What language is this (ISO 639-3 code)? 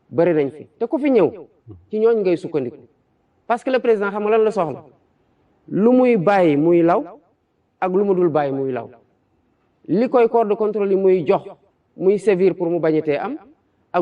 wol